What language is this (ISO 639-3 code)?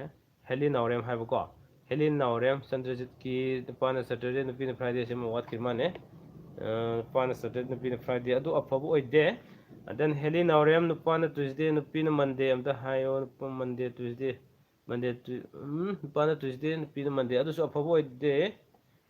mni